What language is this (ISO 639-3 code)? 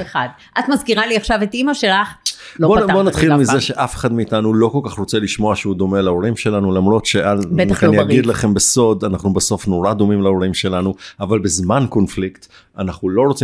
heb